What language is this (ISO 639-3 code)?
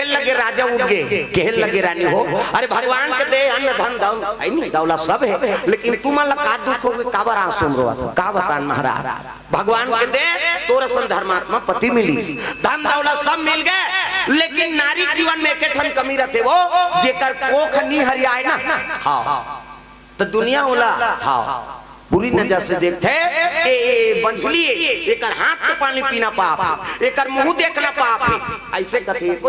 hne